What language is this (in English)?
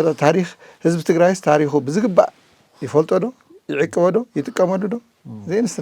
Tigrinya